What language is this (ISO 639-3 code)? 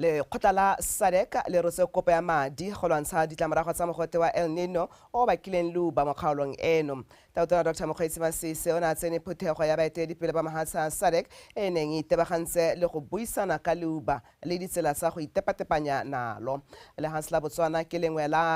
tsn